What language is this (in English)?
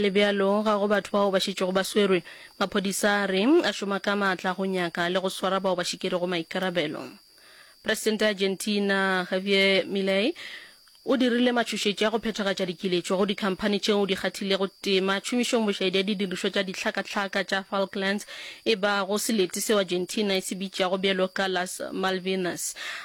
Northern Sotho